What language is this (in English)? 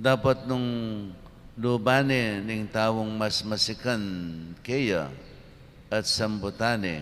Pampanga